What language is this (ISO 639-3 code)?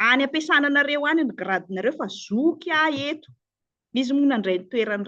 mlg